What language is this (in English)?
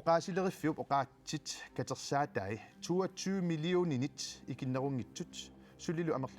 Kalaallisut